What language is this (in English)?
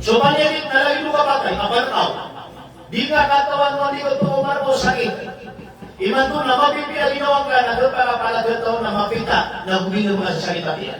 Maranao